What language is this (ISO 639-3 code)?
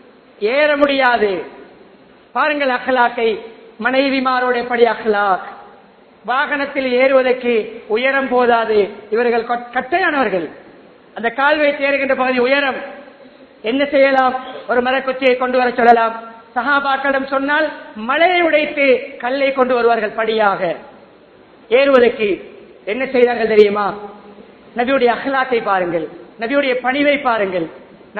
tam